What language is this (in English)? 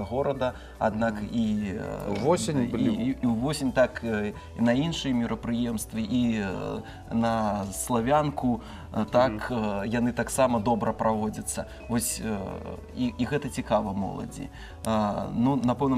Belarusian